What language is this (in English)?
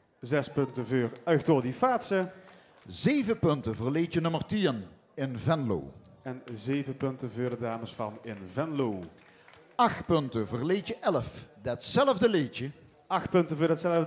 Limburgish